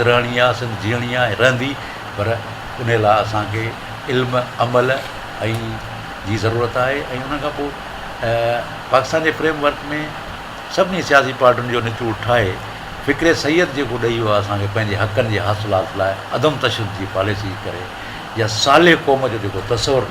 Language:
Sindhi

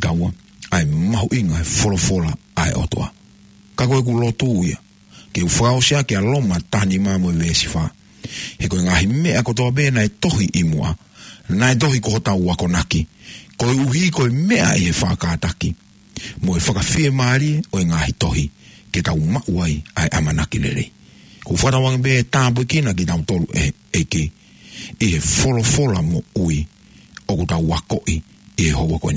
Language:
Tongan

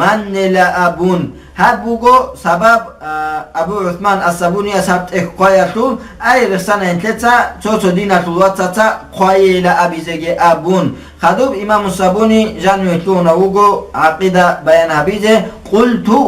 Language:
Avaric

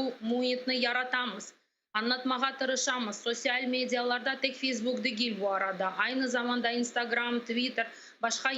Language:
Crimean Tatar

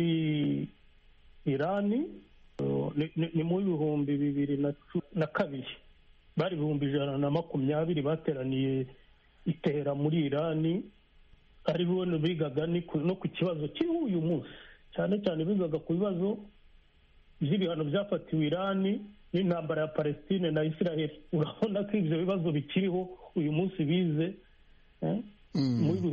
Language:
Kinyarwanda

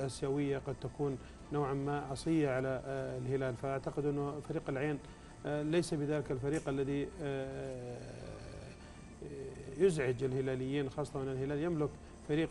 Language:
Arabic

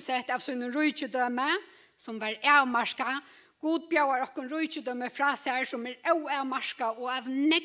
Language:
Faroese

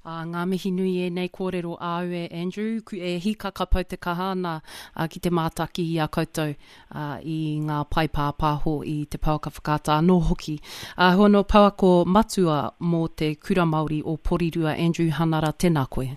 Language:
Māori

